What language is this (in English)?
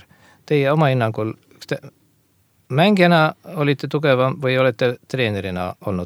Estonian